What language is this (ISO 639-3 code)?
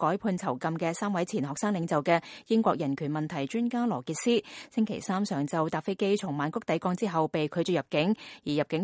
yue